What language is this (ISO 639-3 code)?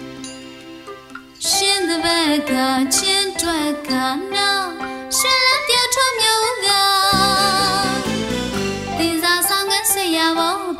mya